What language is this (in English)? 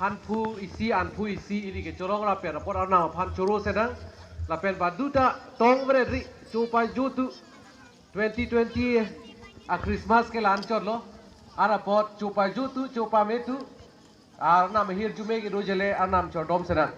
Karbi